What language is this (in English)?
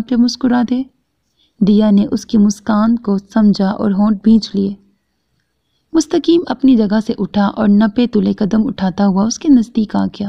Urdu